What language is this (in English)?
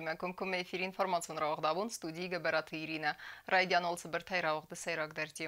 Ossetic